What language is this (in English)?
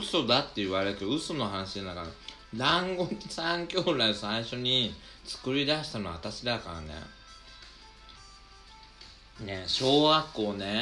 Japanese